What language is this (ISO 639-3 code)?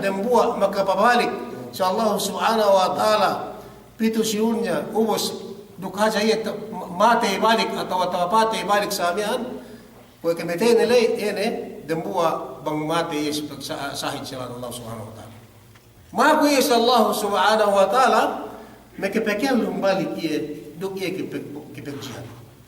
yka